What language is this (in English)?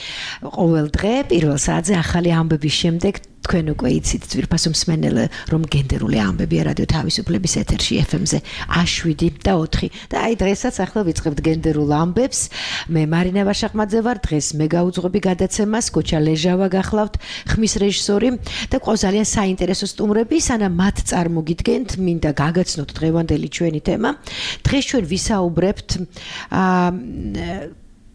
Georgian